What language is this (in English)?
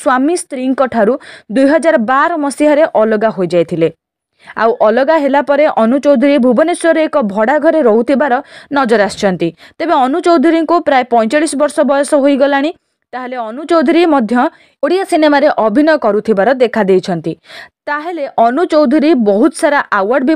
Odia